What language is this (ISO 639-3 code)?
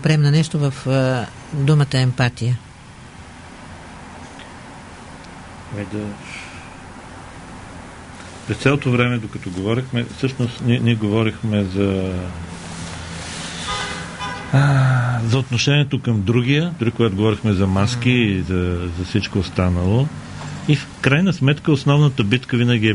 bul